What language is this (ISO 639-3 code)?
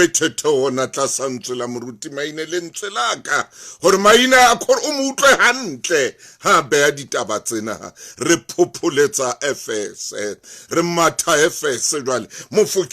sot